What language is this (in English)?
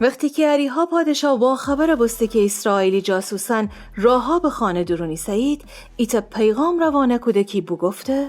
Gilaki